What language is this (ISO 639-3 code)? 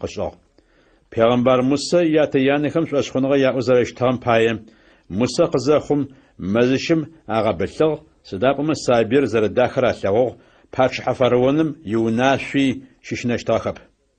ady